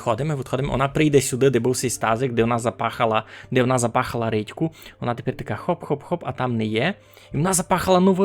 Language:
Rusyn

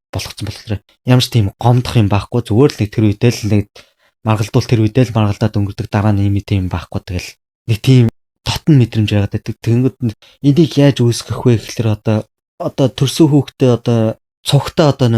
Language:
Mongolian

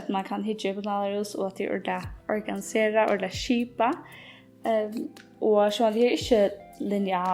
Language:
Faroese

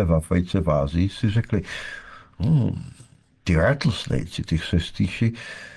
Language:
Czech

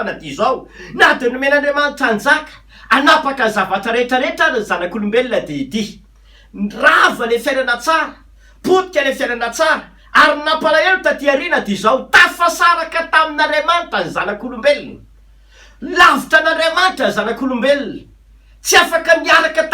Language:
Malagasy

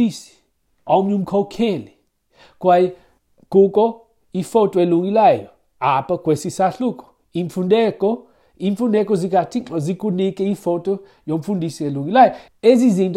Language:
Xhosa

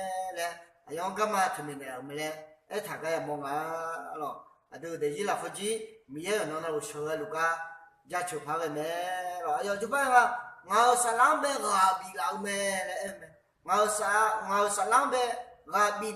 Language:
Akha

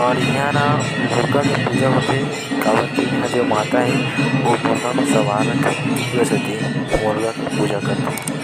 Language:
Chhattisgarhi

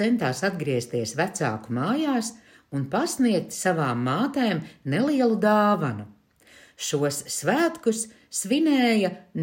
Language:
Latvian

